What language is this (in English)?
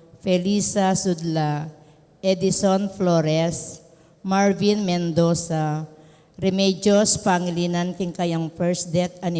Pampanga